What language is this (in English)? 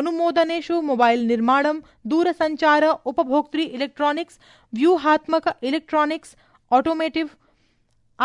Sanskrit